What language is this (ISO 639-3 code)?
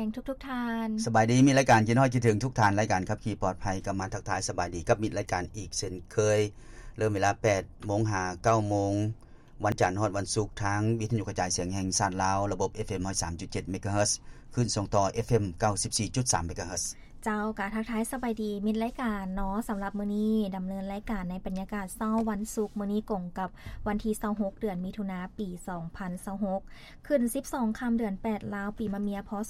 lao